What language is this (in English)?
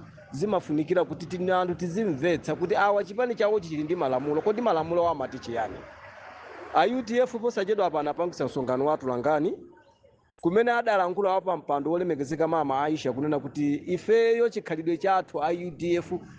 Nyanja